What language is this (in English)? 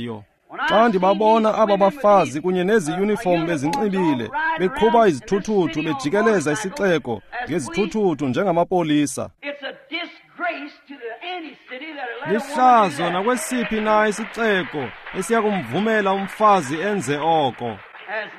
Xhosa